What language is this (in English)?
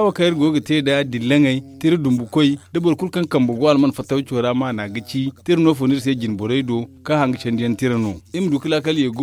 Zarma